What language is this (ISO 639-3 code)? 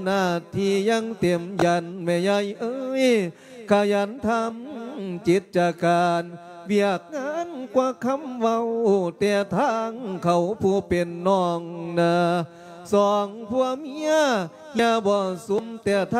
lao